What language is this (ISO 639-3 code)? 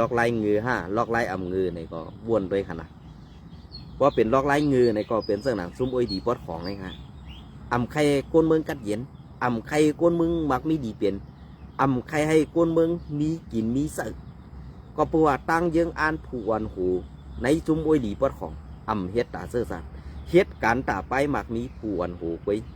shn